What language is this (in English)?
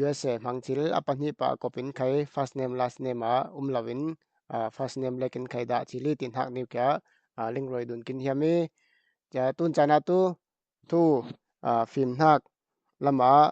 Falam Chin